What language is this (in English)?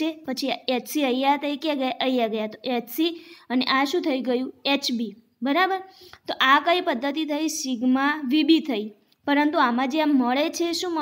Gujarati